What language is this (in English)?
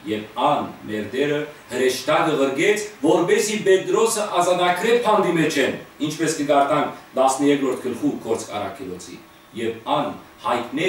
Western Armenian